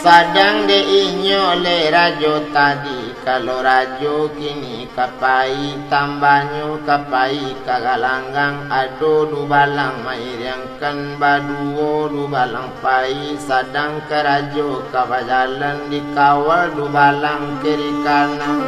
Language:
Minangkabau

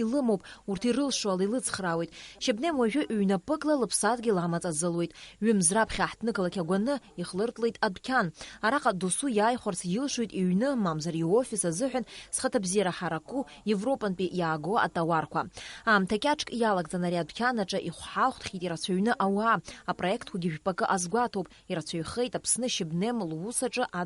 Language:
Abkhazian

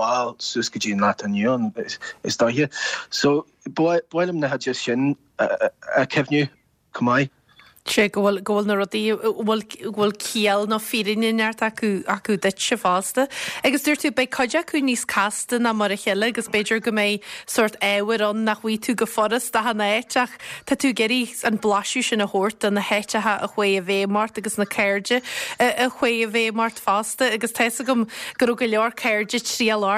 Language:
Irish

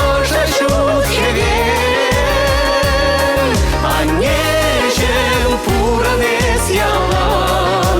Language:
Chuvash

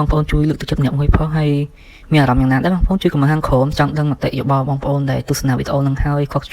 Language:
Khmer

